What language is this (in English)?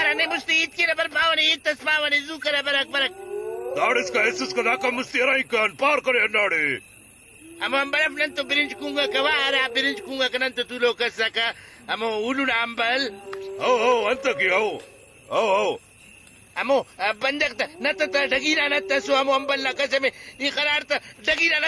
Brahui